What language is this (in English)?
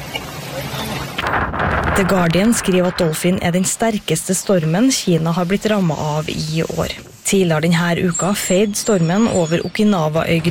Norwegian